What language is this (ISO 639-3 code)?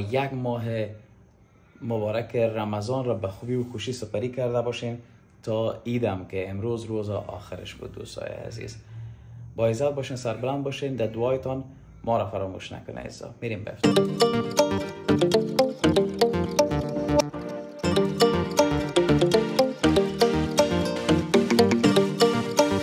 fas